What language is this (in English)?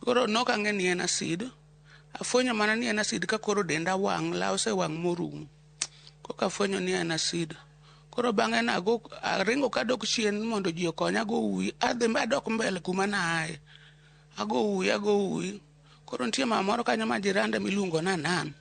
Luo (Kenya and Tanzania)